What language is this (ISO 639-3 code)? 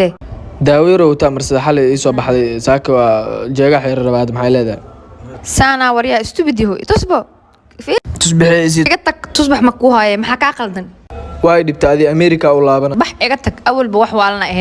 som